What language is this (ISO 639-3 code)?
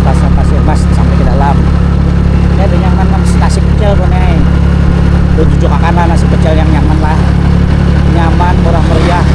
bjn